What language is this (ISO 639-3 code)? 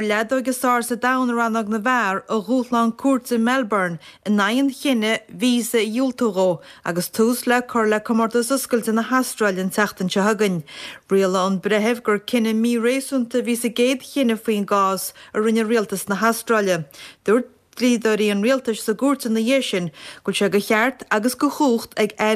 gle